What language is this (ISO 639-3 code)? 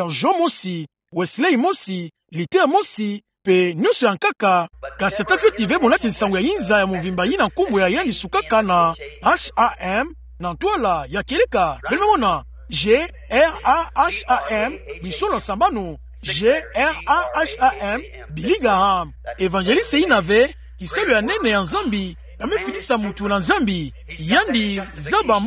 ktu